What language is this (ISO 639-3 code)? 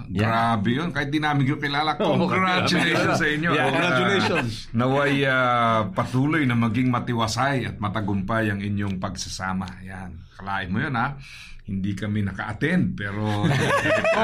fil